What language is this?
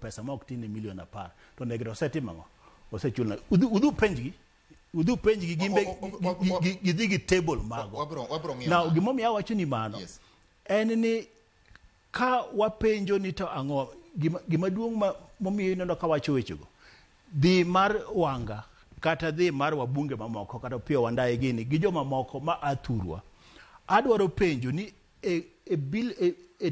Luo (Kenya and Tanzania)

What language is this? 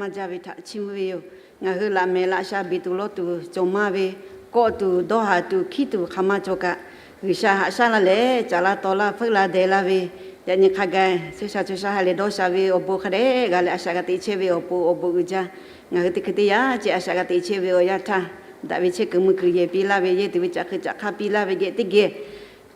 Lahu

